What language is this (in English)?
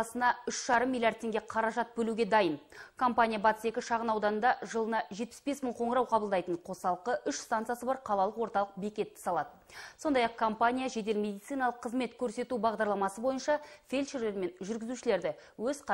Kazakh